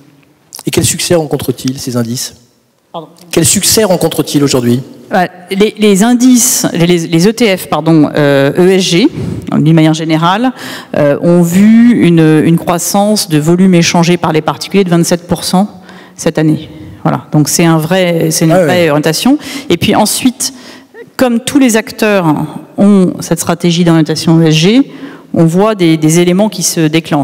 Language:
French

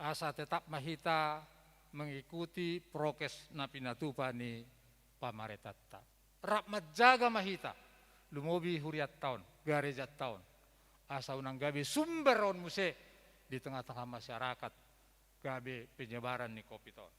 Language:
Batak Toba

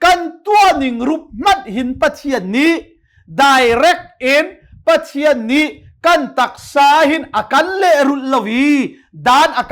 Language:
Hakha Chin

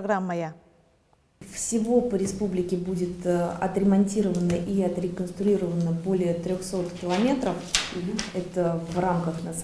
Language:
Udmurt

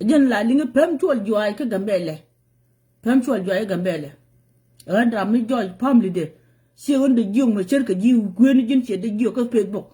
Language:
Nuer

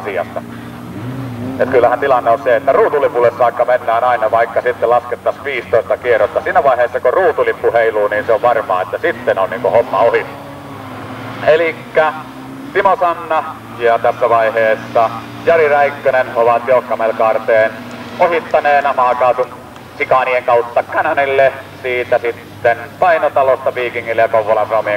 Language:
Finnish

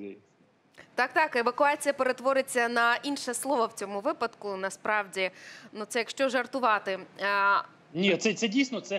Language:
Ukrainian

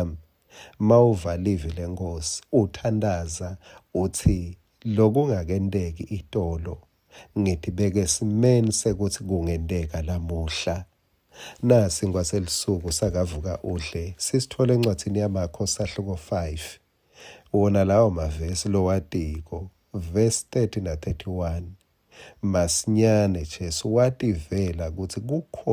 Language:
Swati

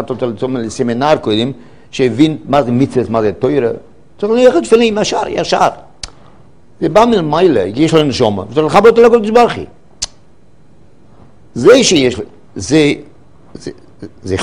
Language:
Hebrew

